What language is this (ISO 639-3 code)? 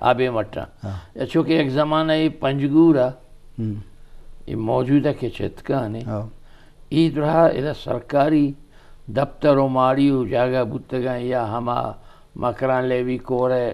bgp